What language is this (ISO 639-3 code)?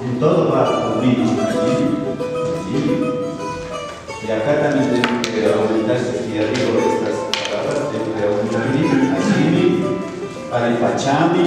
qvi